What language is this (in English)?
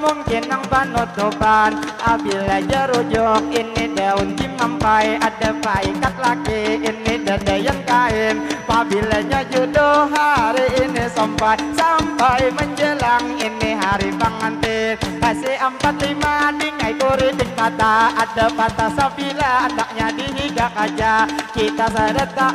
Banjar